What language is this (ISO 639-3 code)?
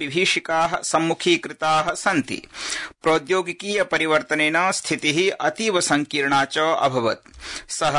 san